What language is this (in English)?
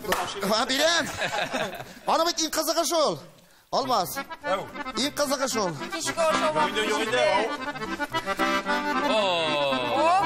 Tatar